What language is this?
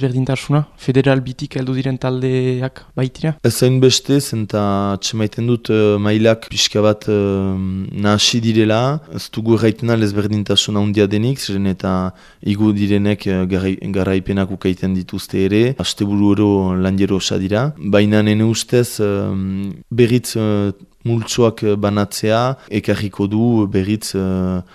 Basque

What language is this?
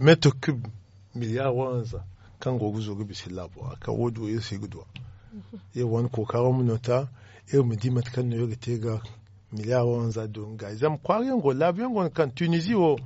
Zarma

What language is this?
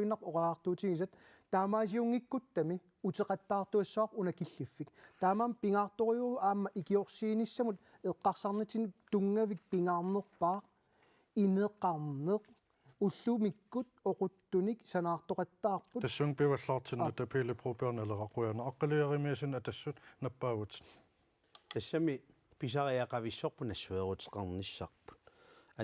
Kalaallisut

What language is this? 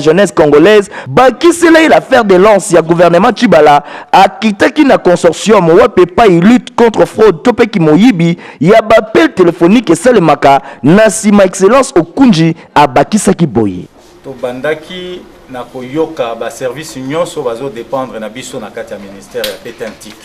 Lingala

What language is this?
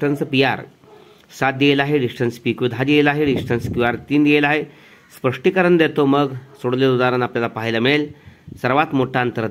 Marathi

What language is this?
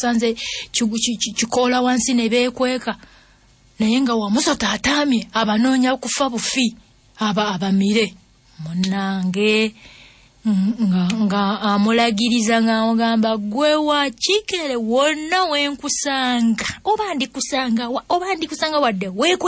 Ganda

